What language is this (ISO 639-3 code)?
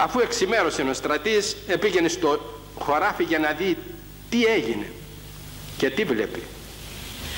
ell